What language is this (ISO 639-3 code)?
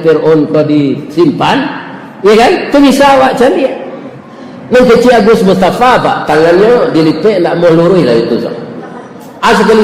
min